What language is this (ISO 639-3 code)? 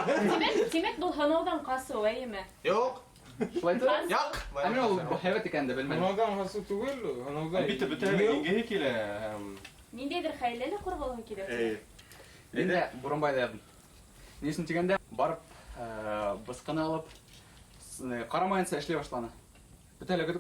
bak